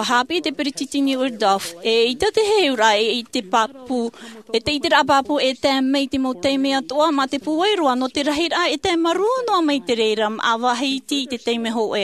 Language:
Tahitian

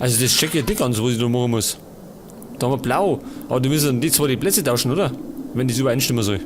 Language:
Bavarian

